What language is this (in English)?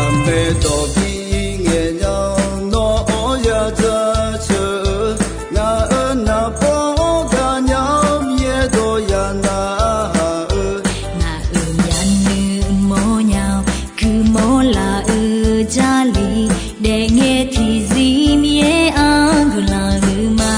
Akha